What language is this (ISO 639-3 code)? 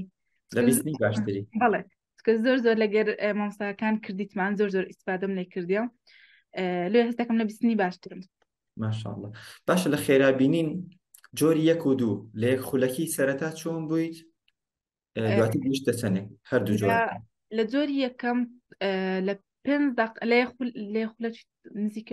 ckb